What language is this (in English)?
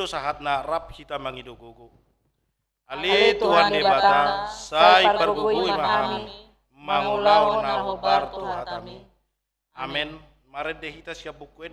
Batak Toba